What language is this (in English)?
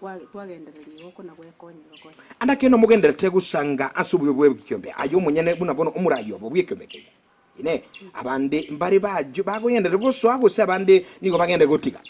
Gusii